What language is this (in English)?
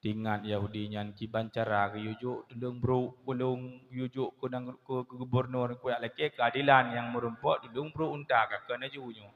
Achinese